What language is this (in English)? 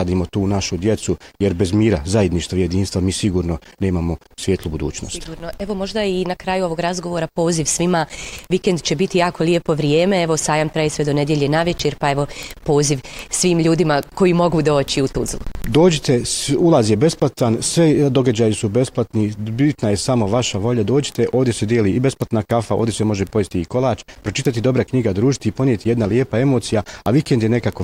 Bosnian